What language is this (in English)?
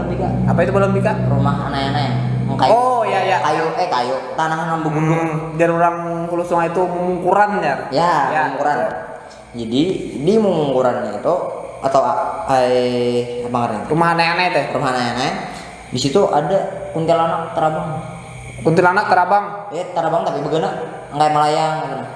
Banjar